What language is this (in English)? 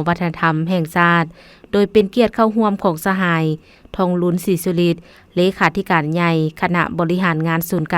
Lao